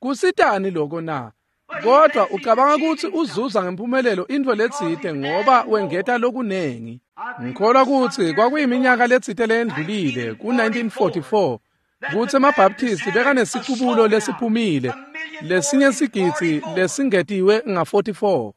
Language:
Swati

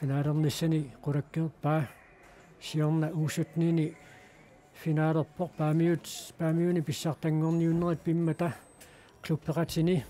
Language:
Kalaallisut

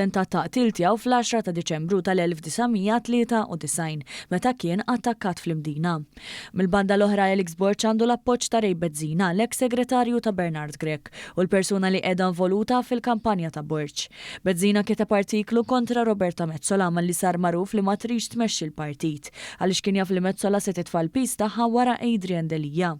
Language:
Maltese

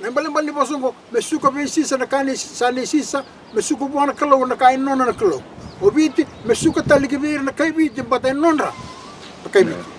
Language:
Fijian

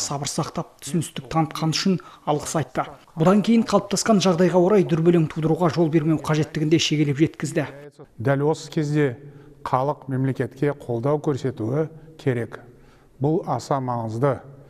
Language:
Kazakh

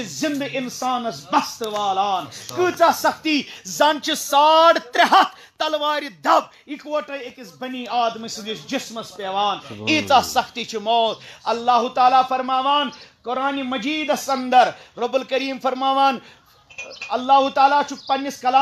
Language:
Kashmiri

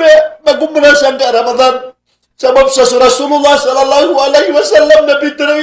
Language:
Maranao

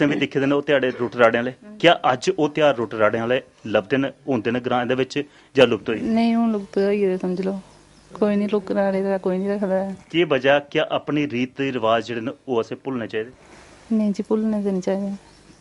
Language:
Dogri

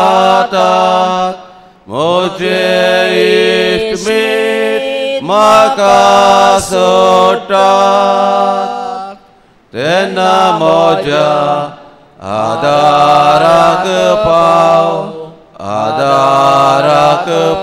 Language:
Konkani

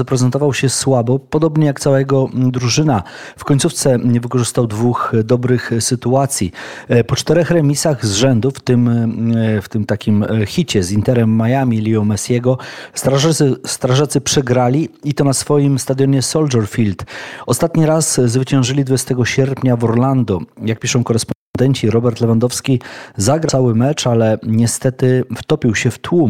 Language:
Polish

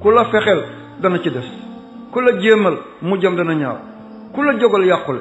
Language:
Wolof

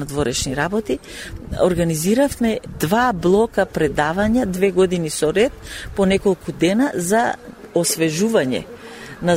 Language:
Macedonian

